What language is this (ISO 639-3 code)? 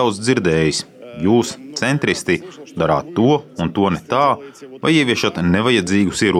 lav